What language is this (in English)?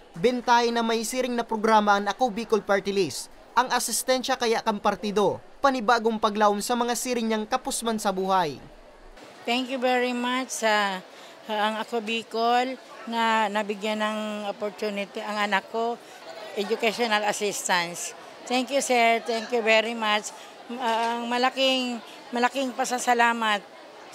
Bikol